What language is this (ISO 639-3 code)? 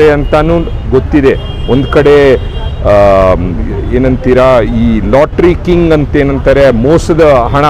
kan